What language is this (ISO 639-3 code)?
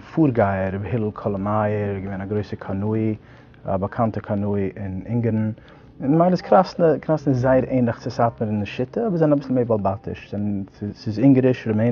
yid